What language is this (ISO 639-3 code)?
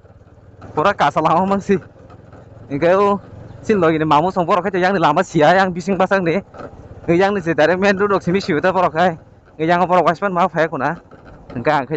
trp